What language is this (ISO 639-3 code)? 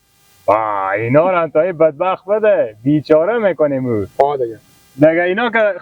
fas